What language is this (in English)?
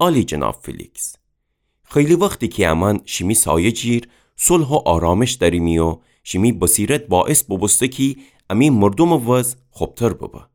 Gilaki